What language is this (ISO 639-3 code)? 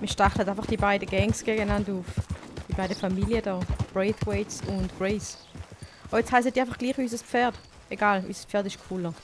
gsw